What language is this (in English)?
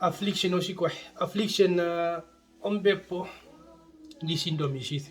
Herero